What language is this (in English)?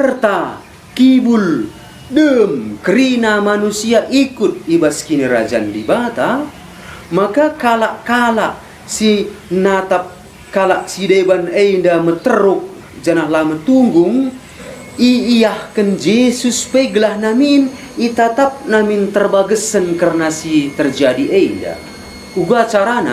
Batak Karo